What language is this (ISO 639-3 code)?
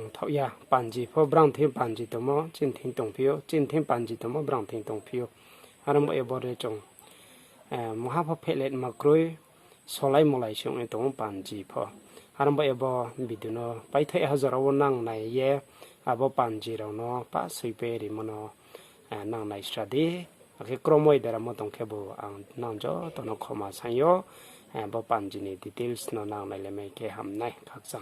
ria